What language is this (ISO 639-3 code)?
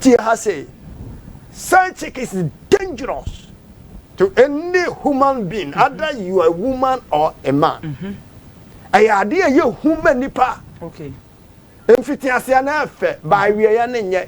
aka